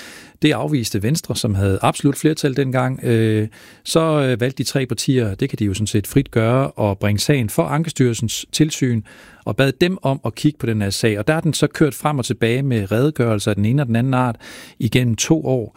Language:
Danish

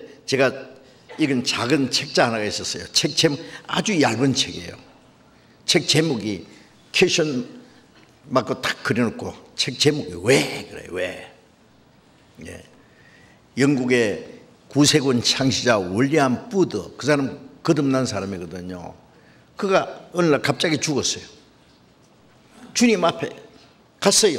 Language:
Korean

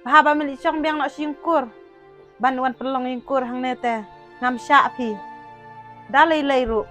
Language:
Khasi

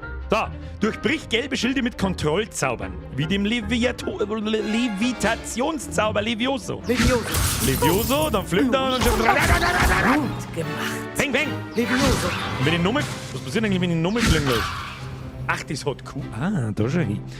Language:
Bavarian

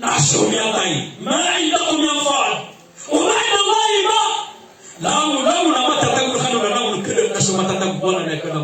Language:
Maranao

